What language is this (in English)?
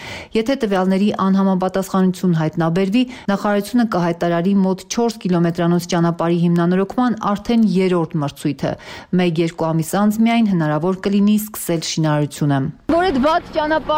Armenian